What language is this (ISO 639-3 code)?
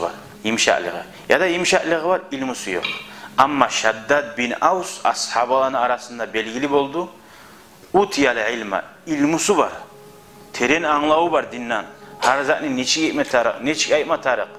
kum